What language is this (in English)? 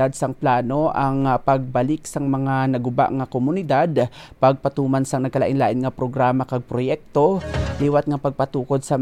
Hiligaynon